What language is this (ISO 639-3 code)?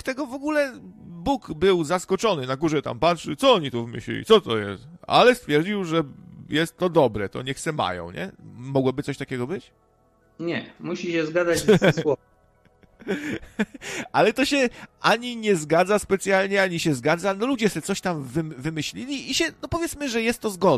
pol